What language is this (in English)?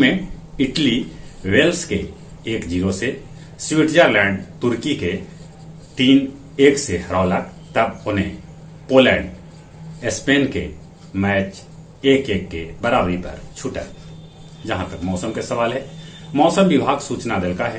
Magahi